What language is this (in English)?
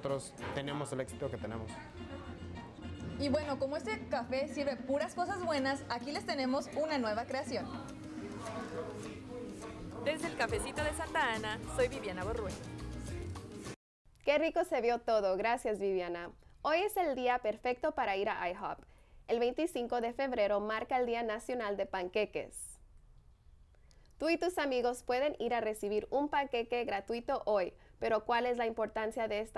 Spanish